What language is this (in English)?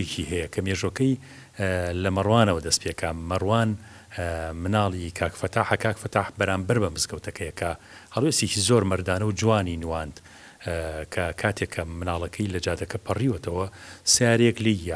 Central Kurdish